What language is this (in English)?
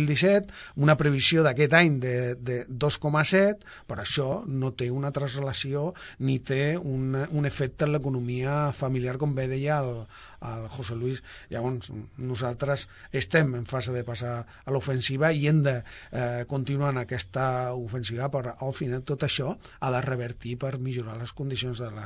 Catalan